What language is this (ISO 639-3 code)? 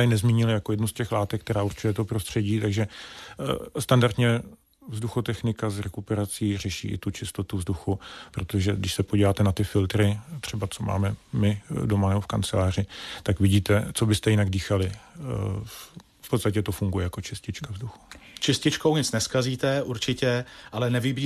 ces